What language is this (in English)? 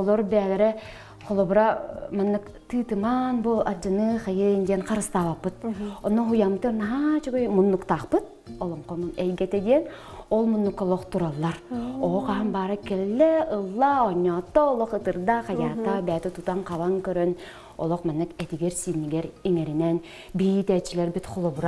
Yakut